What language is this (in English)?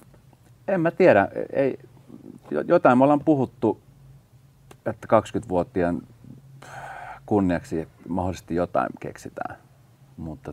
Finnish